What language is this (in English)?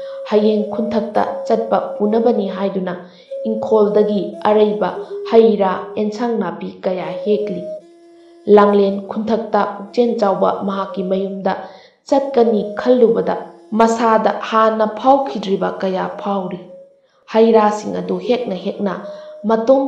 Manipuri